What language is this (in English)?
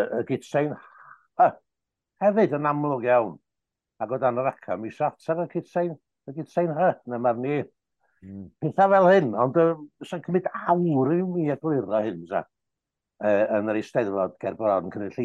Welsh